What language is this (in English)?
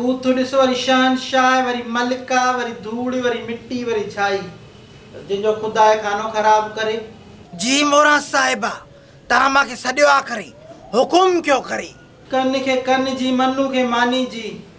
Sindhi